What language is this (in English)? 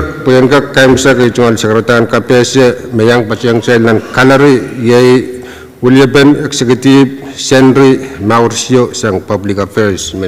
Pohnpeian